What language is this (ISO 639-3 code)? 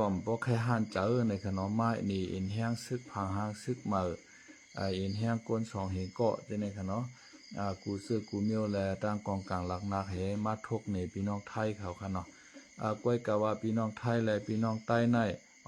shn